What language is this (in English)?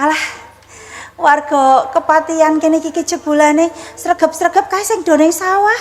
Javanese